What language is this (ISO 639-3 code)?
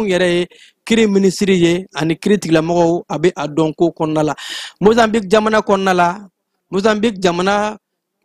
bam